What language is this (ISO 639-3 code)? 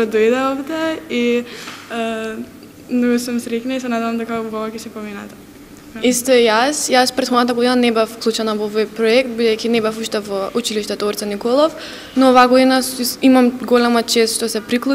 mkd